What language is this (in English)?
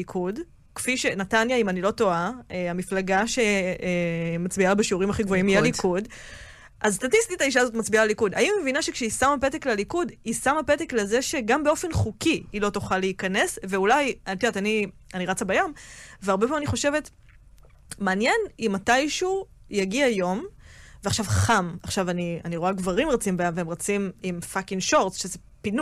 Hebrew